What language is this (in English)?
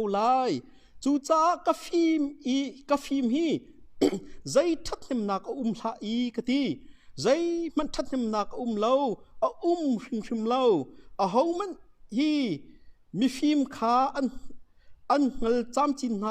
Hakha Chin